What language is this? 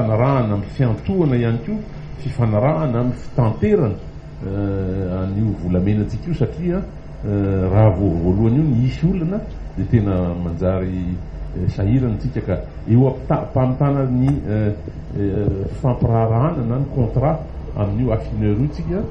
Malagasy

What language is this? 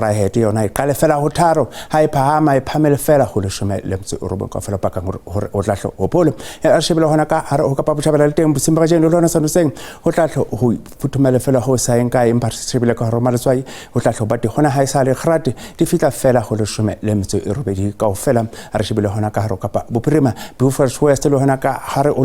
Southern Sotho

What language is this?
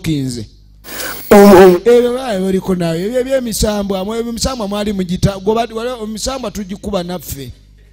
Ganda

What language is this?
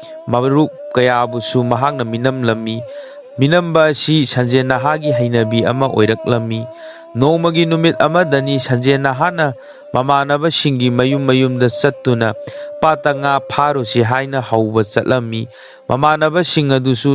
Manipuri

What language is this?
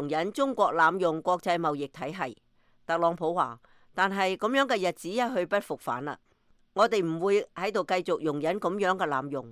Cantonese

